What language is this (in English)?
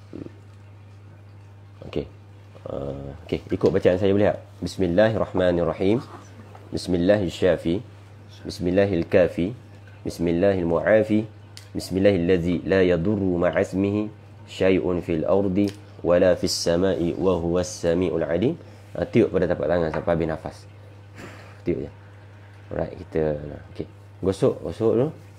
Malay